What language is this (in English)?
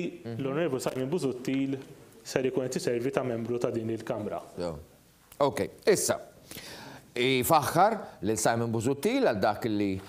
Maltese